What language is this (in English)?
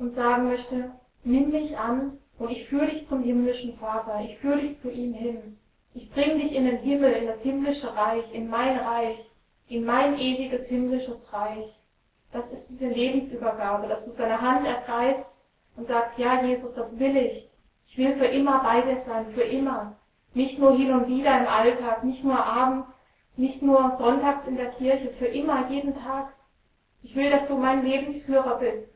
German